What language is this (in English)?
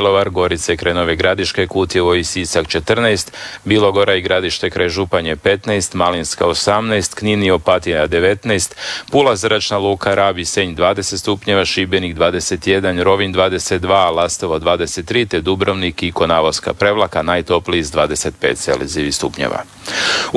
Croatian